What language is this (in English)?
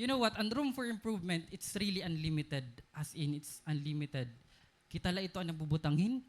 Waray